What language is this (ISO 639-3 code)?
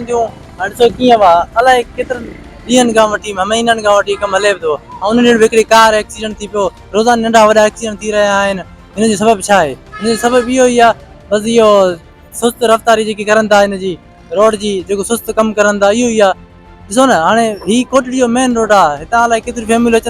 snd